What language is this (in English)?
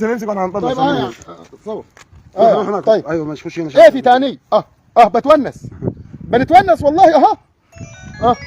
Egyptian Arabic